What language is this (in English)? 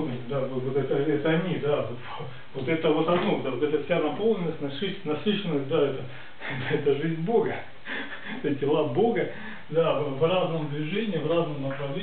Russian